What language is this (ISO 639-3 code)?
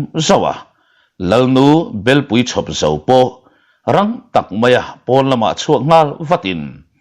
lus